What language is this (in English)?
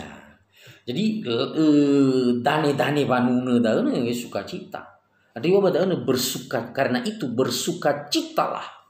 Nias